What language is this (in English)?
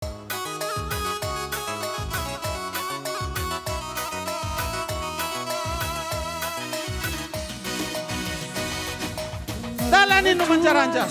Batak Karo